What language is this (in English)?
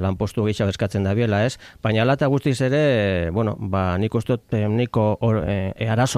Basque